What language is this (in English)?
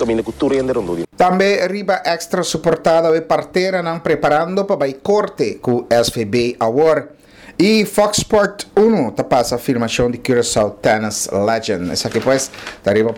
Papiamento